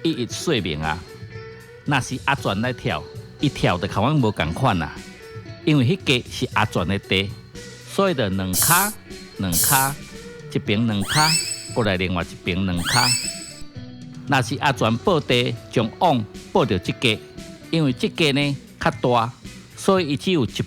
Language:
Min Nan Chinese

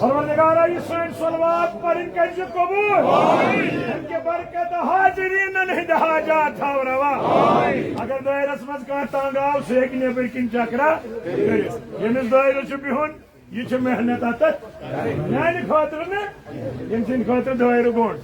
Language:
Kashmiri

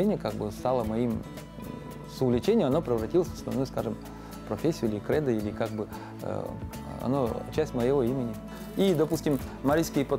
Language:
Russian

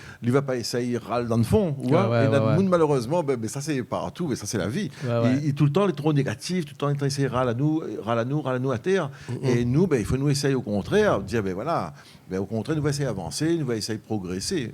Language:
Réunion Creole French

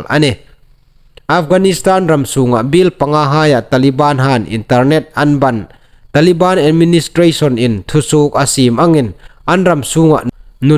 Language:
Hmar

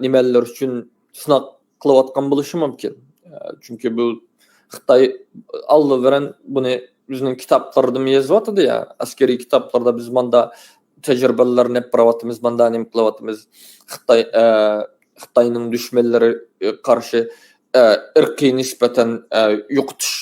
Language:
Uyghur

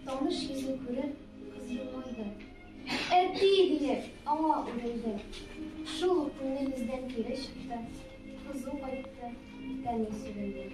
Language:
Tatar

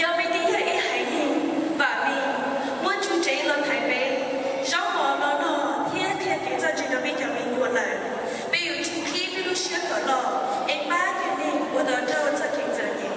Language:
Hmong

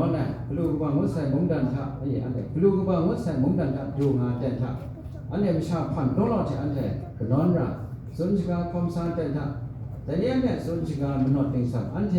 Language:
Kachin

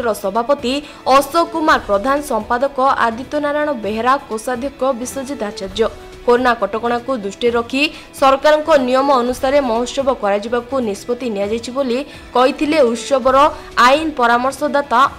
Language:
Odia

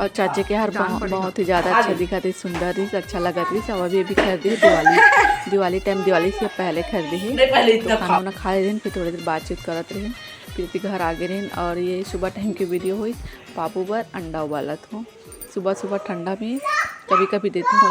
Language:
Chhattisgarhi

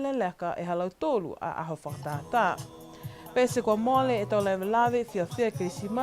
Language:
Niuean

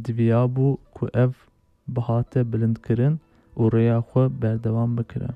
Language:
Kurdish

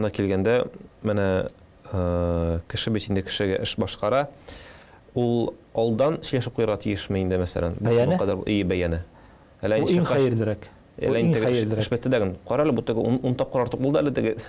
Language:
Tatar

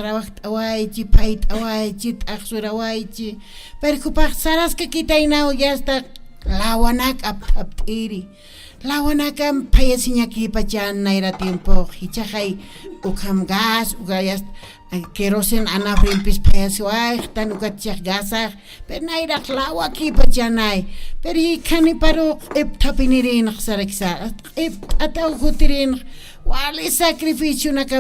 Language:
Aymara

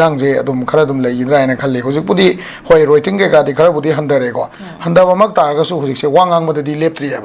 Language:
Manipuri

